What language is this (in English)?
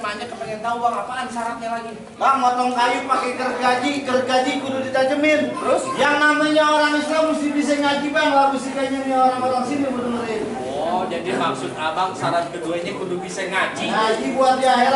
Betawi